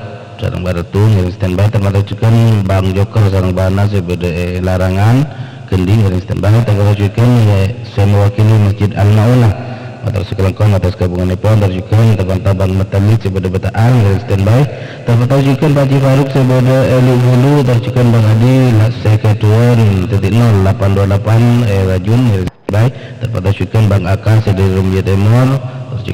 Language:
Madurese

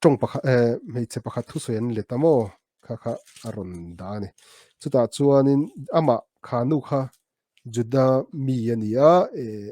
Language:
Mizo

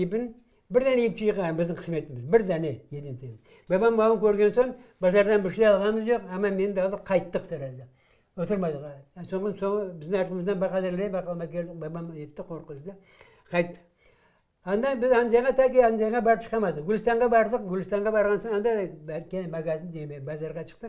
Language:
Crimean Tatar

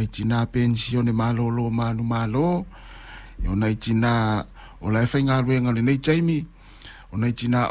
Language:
Samoan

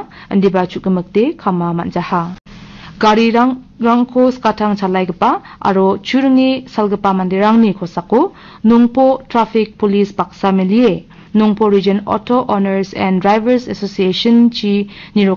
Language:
Garo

